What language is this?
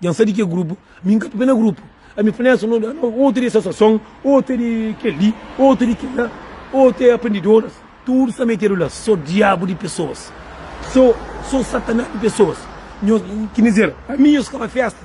Kabuverdianu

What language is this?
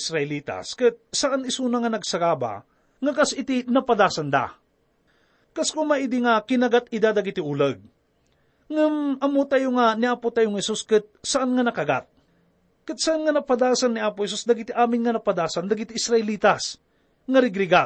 Iloko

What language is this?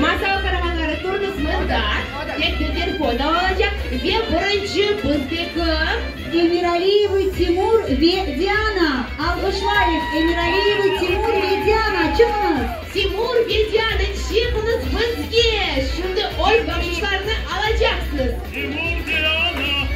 Crimean Tatar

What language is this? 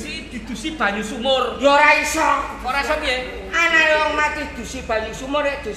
Javanese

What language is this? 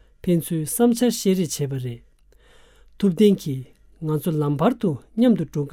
Tibetan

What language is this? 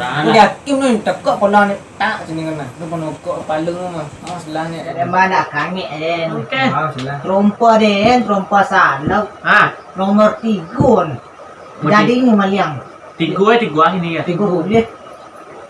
Minangkabau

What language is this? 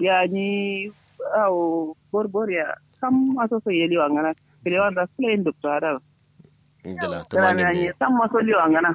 Kanuri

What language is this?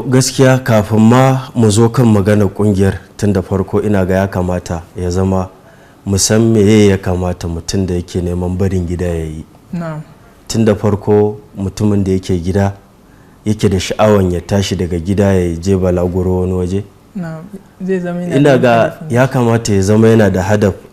Hausa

